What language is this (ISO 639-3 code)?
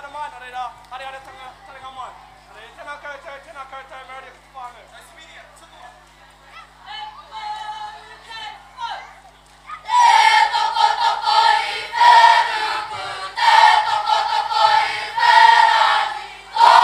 mri